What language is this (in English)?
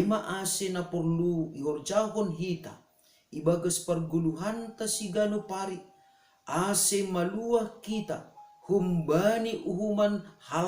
Batak Simalungun